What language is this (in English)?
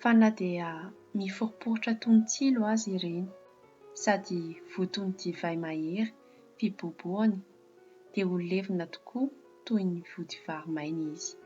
Malagasy